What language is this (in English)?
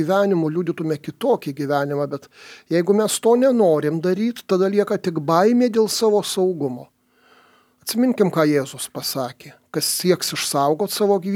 Lithuanian